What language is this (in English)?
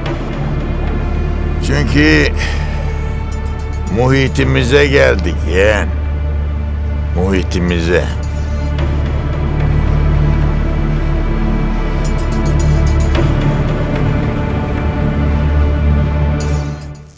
Turkish